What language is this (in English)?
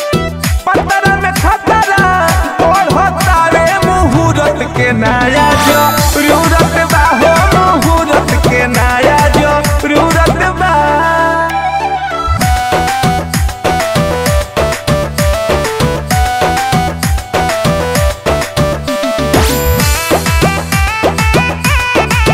Bhojpuri